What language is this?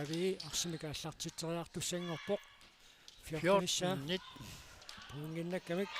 Kalaallisut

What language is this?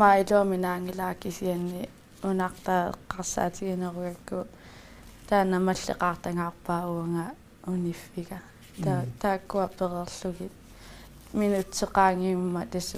Kalaallisut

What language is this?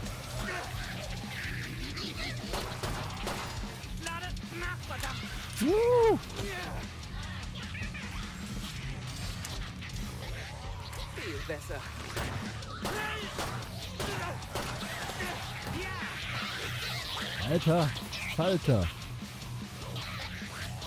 German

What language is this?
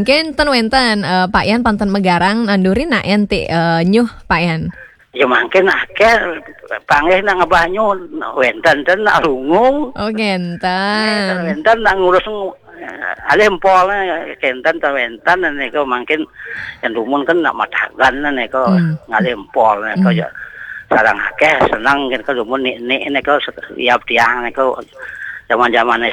Balinese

